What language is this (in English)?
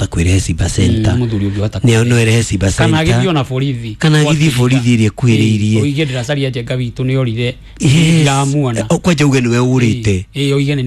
Kikuyu